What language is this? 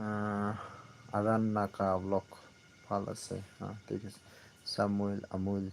Naga Pidgin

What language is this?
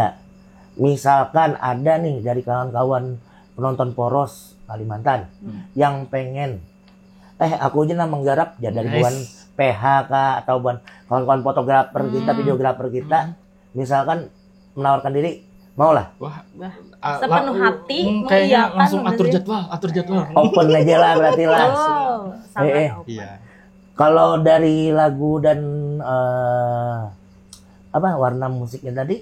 Banjar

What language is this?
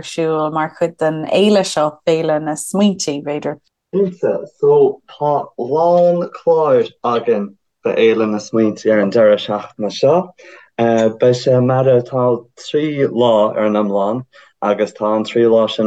Irish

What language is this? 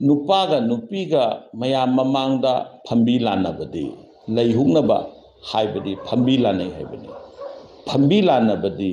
Manipuri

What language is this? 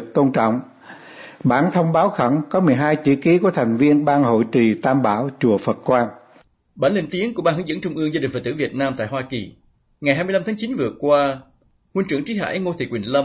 Vietnamese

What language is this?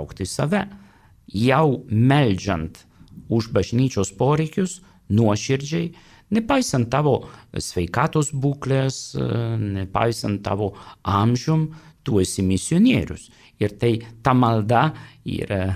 Lithuanian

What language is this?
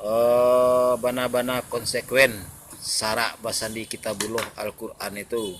Minangkabau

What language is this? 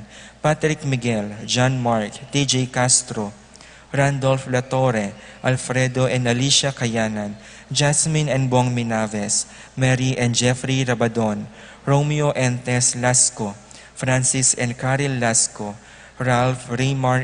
Pampanga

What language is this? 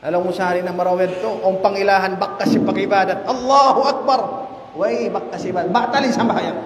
Tausug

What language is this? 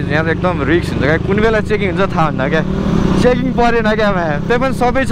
Nepali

